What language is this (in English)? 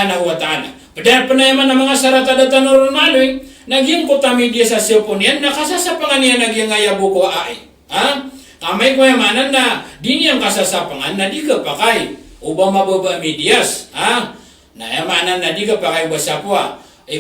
Maranao